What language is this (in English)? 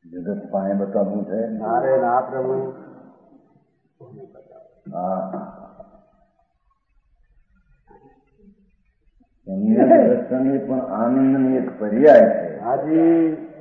Gujarati